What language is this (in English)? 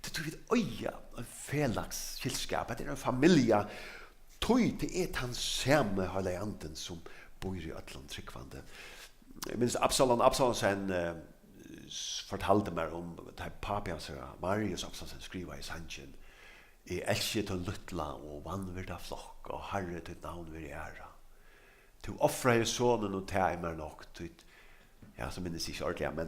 Faroese